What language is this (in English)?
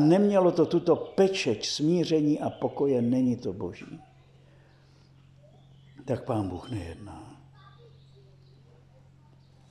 Czech